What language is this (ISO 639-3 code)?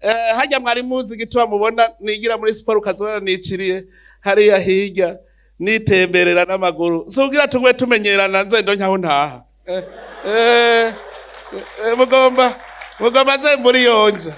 run